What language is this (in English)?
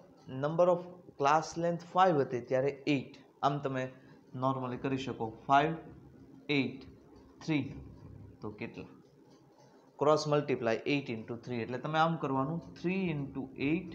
Gujarati